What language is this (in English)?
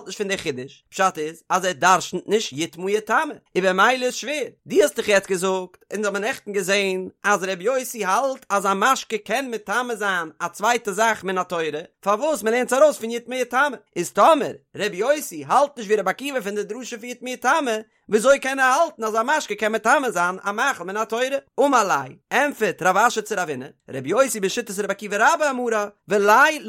Yiddish